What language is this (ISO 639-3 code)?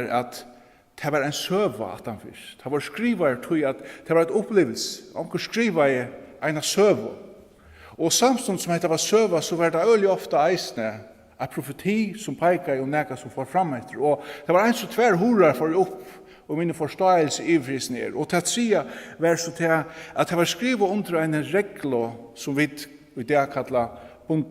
fao